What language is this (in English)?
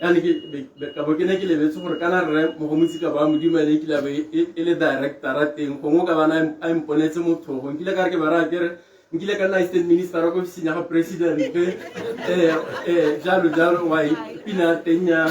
Tswana